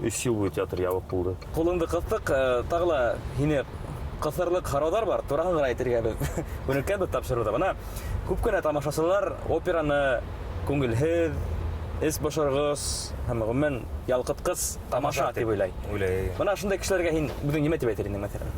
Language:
Bashkir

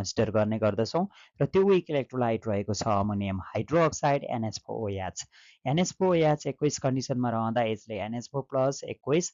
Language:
Nepali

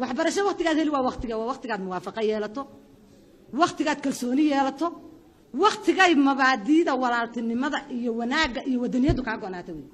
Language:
Somali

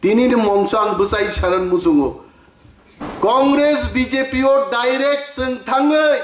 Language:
Kok Borok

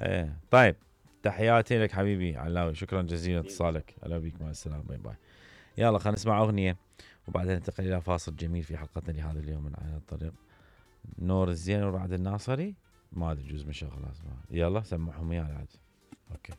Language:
Mesopotamian Arabic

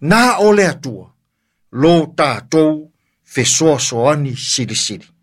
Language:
Samoan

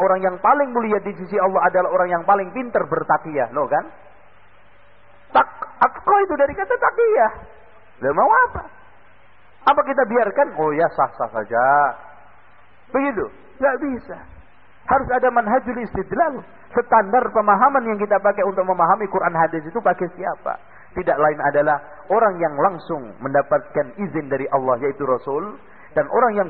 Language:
Indonesian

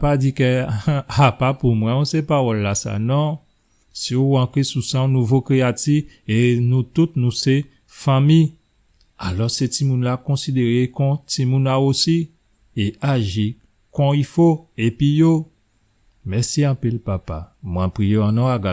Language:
Guadeloupean Creole French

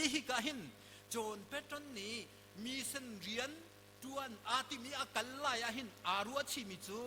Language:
Hakha Chin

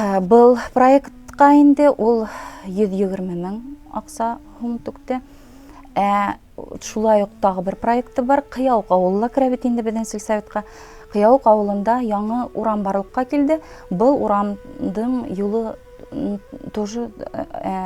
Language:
Bashkir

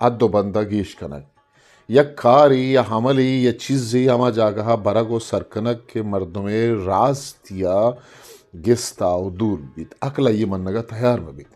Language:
Eastern Balochi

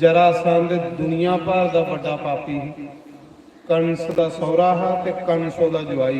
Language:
Dogri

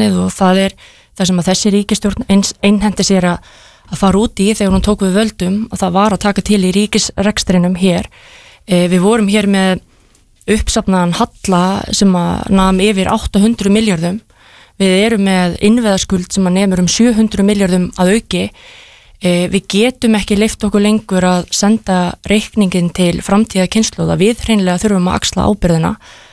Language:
Icelandic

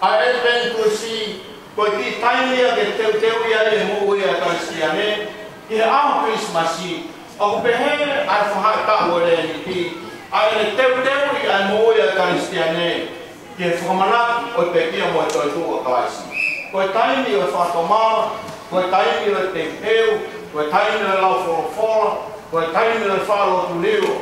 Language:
Tongan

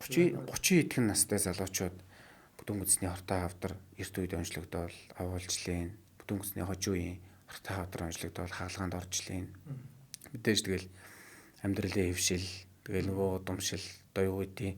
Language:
Mongolian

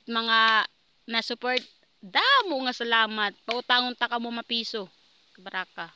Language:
Waray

